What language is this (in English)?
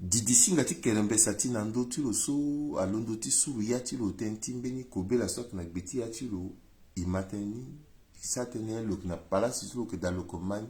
Sango